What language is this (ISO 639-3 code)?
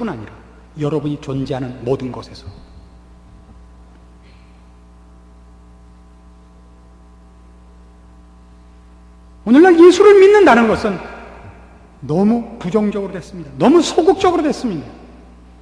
kor